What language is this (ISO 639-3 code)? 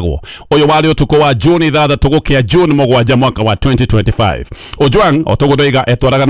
kik